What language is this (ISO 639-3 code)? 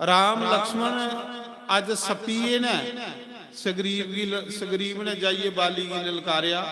doi